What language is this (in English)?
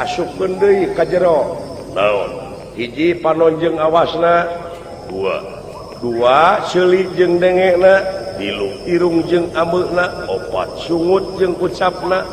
Sundanese